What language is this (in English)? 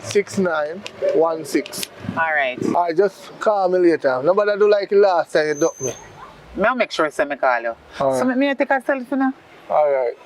Jamaican Creole English